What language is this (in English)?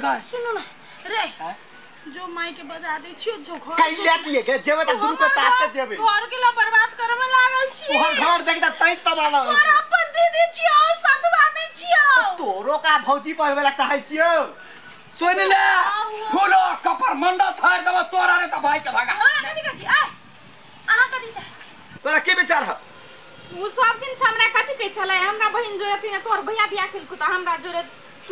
Maithili